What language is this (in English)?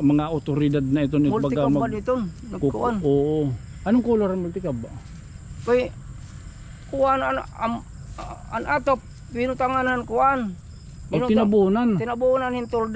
Waray